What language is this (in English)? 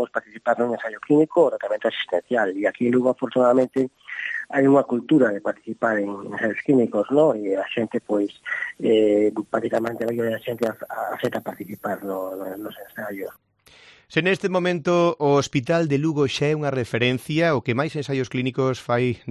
Galician